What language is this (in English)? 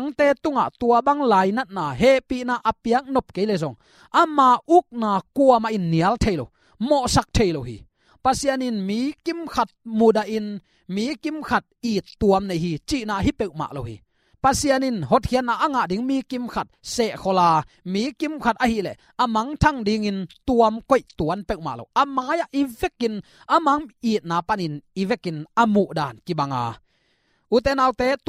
Tedim Chin